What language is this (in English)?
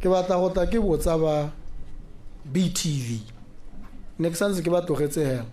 Tswana